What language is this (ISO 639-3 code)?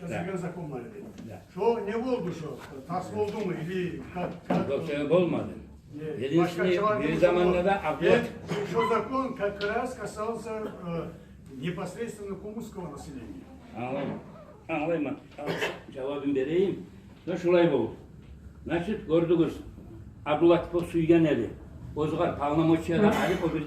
kum